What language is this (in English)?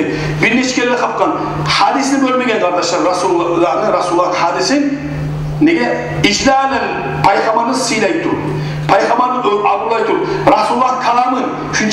Kumyk